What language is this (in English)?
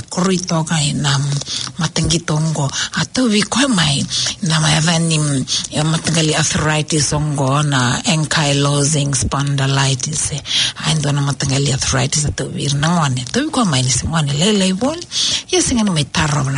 Fijian